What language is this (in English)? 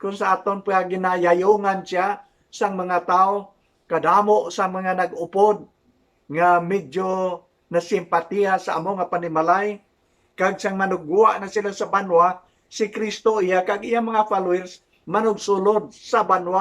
Hiligaynon